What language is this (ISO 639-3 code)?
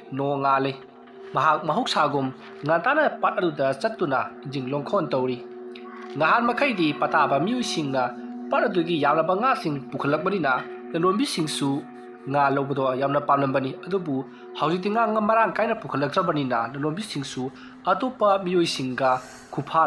mni